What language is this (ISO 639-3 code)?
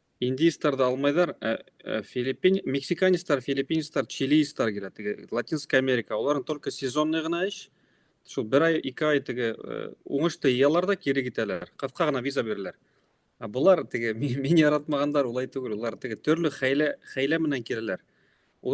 bak